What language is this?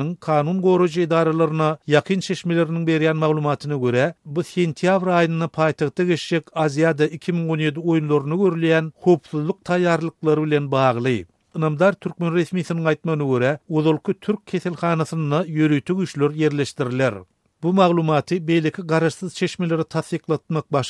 Turkmen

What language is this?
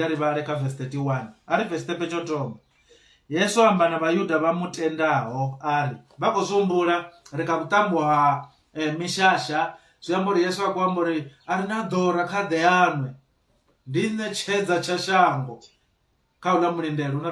Venda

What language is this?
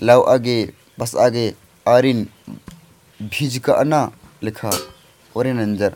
Kurukh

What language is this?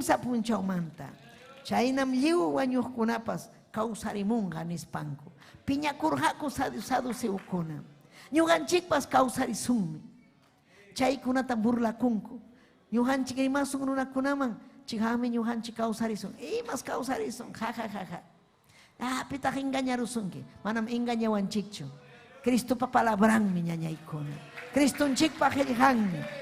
Ayacucho Quechua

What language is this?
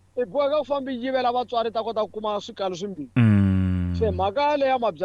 Tsonga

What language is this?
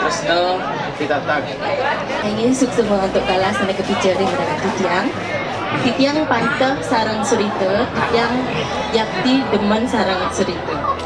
Balinese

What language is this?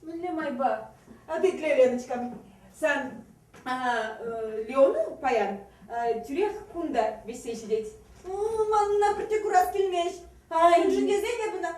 Chuvash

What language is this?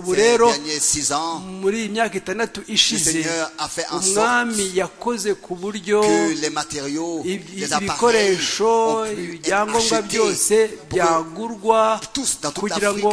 Kinyarwanda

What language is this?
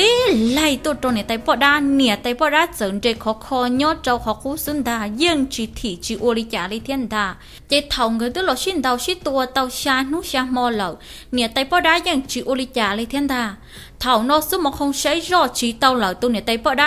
Hmong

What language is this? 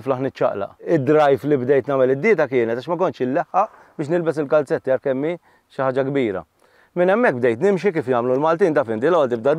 Maltese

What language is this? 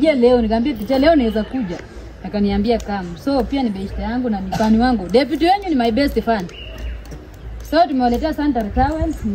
Swahili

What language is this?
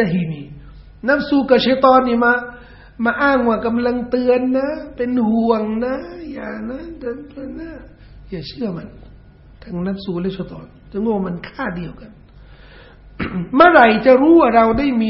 Thai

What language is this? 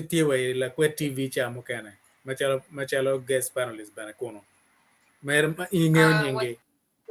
Acoli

